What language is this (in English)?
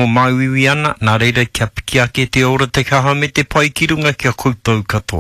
Māori